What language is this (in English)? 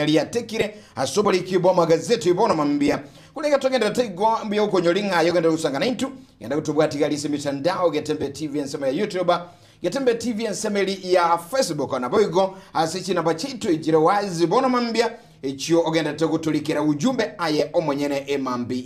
Gusii